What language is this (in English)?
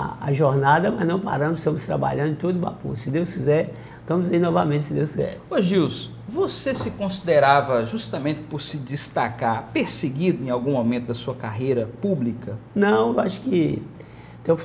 Portuguese